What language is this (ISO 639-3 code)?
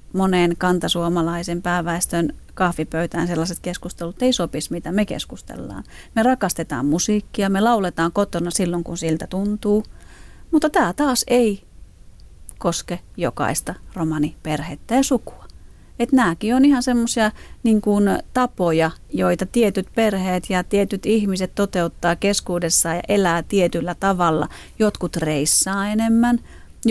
fin